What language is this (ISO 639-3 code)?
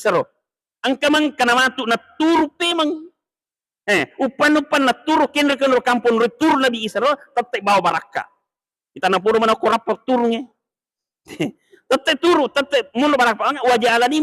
bug